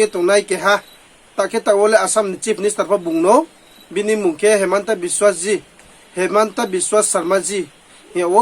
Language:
Riang (India)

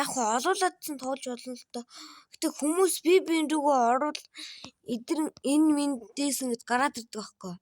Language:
Mongolian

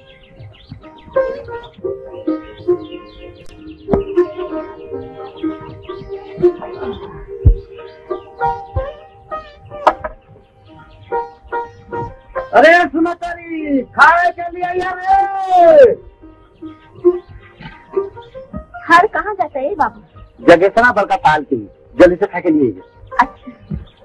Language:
Bhojpuri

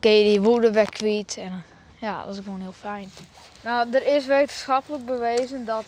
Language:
Western Frisian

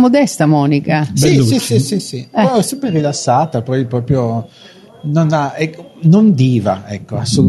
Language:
Italian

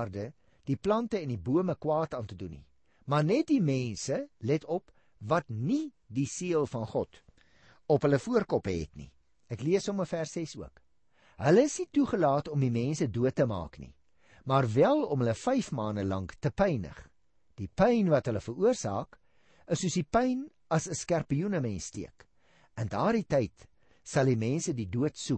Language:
Afrikaans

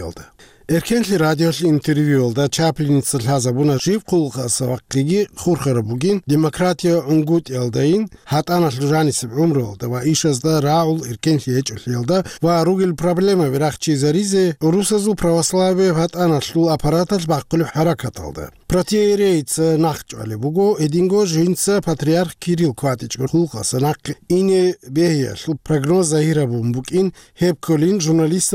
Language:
Avaric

